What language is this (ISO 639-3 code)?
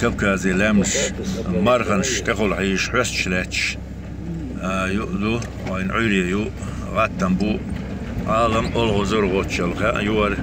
che